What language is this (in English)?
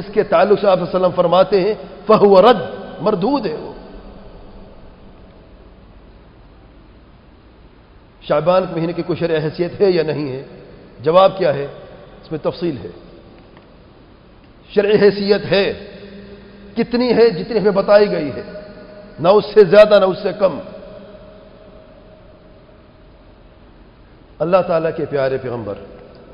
Urdu